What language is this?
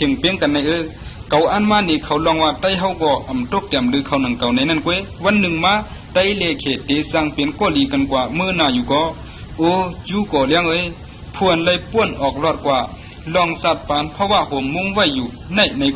Shan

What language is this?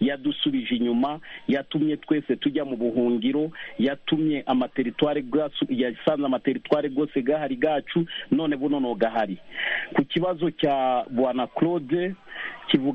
Kinyarwanda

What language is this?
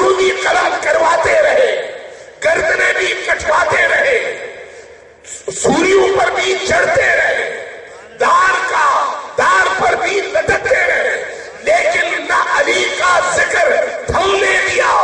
Urdu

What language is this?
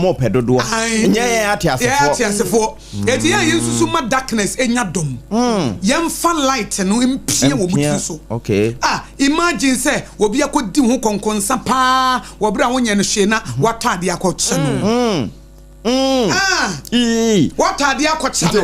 Akan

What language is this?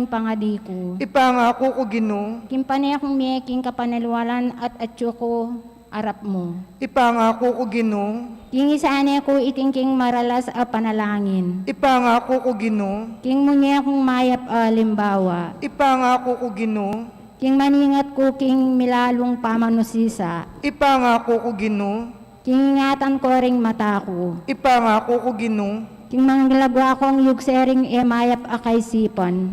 Pampanga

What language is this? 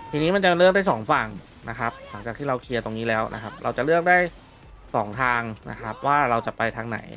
Thai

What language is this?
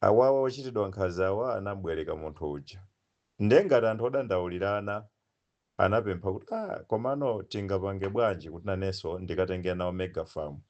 Nyanja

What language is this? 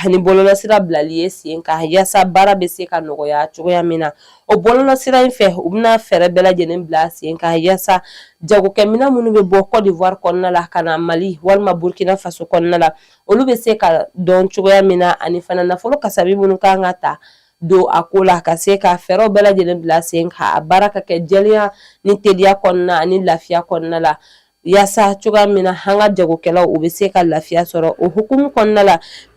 Bambara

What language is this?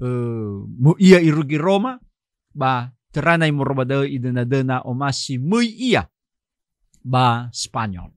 Nias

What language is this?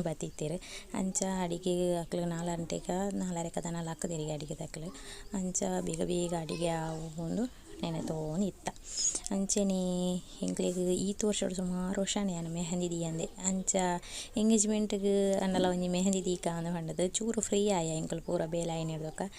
Tulu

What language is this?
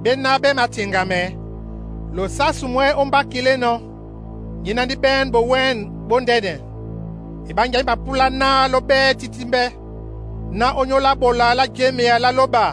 Duala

